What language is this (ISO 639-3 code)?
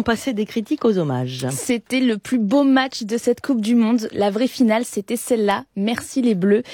fra